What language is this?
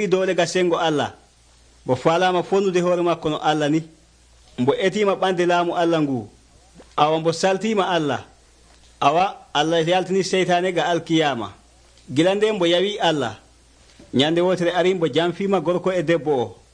Nigerian Fulfulde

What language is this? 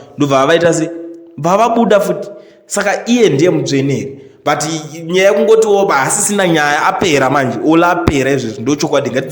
Shona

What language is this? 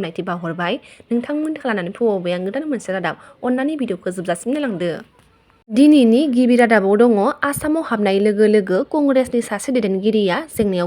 Bodo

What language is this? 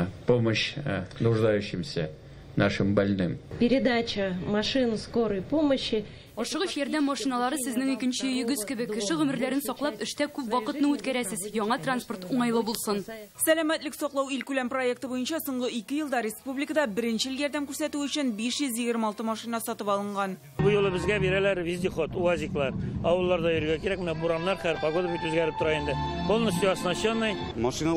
Tatar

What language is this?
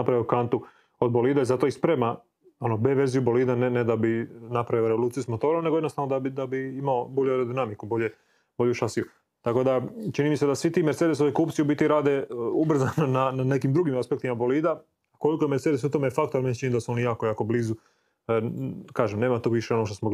Croatian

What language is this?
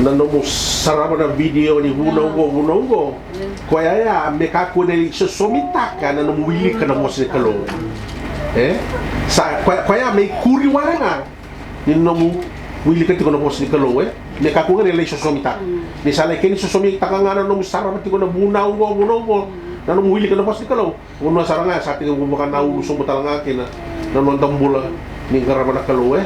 Fijian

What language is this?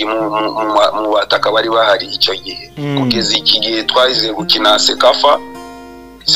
Kinyarwanda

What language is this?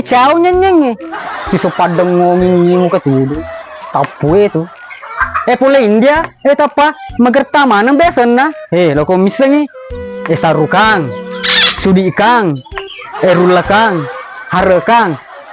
Buginese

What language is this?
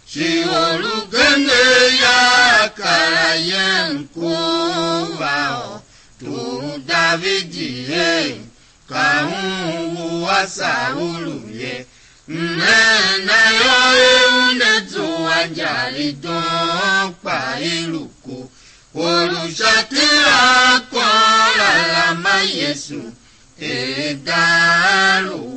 Tiv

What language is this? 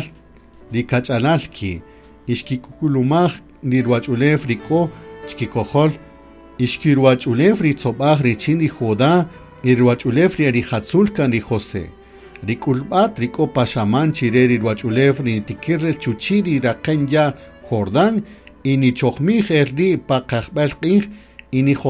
Kaqchikel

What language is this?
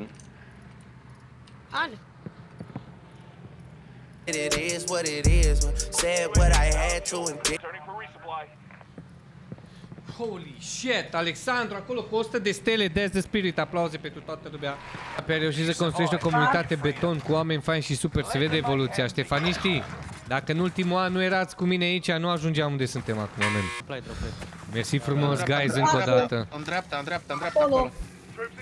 Romanian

